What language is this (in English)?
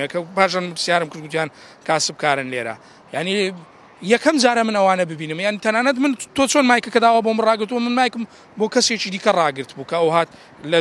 Central Kurdish